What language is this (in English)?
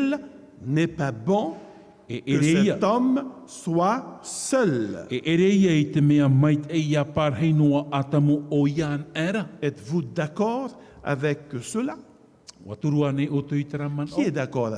Tahitian